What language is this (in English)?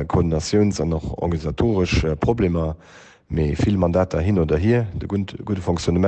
Luxembourgish